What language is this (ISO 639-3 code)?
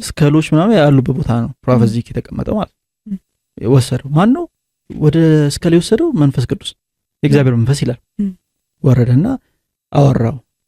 amh